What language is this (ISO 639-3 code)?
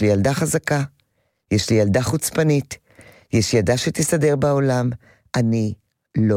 heb